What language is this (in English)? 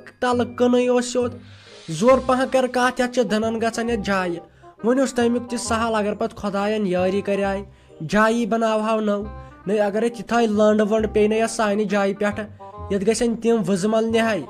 Kashmiri